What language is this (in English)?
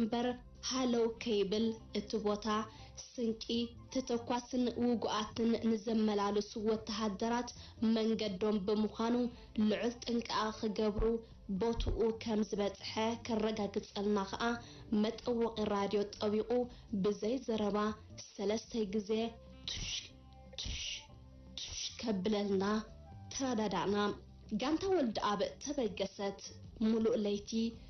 Tigrinya